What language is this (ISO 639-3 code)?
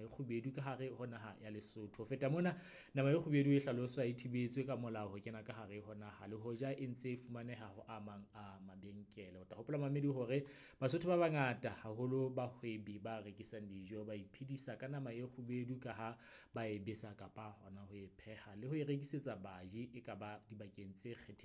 sot